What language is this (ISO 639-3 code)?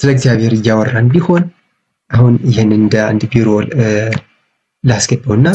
amh